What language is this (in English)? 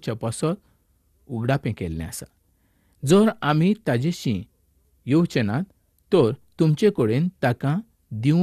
Konkani